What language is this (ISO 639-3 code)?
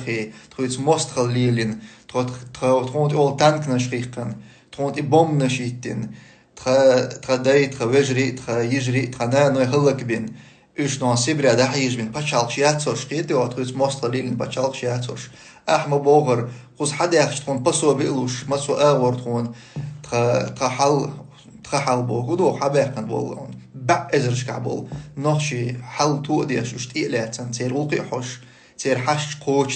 che